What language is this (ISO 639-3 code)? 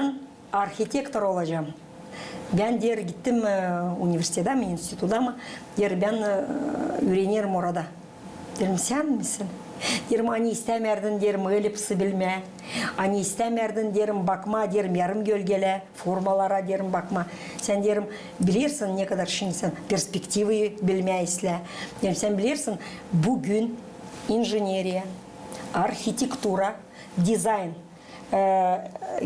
gag